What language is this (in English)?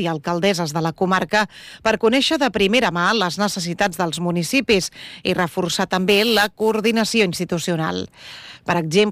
Catalan